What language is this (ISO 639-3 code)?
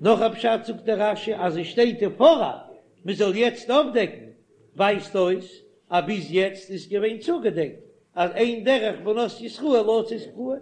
yid